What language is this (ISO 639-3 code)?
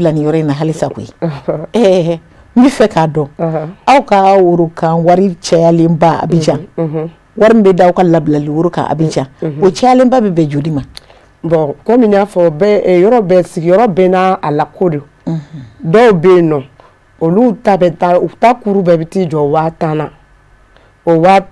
bam